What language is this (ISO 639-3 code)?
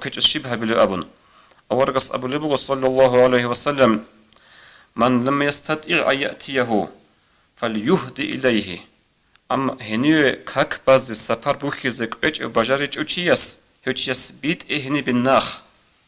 ava